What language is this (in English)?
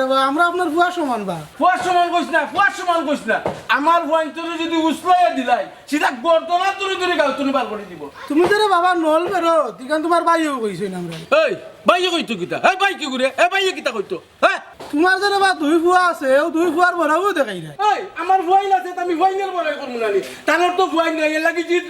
Sylheti